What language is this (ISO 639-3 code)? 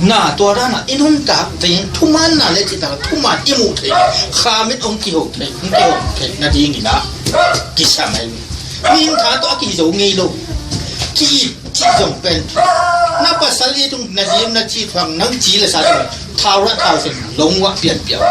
ctd